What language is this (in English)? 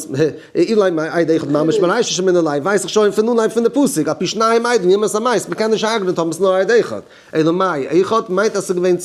Yiddish